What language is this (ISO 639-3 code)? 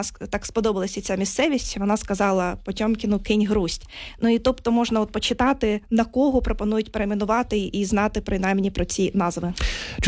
ukr